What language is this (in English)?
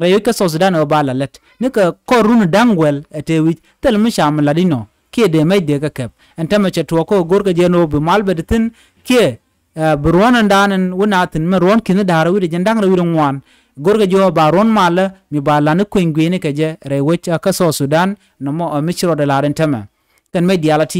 Nuer